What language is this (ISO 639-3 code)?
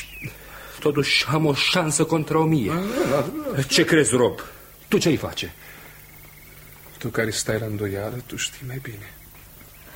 ron